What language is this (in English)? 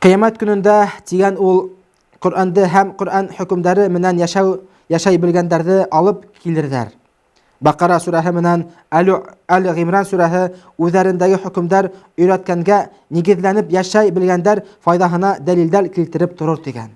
Bashkir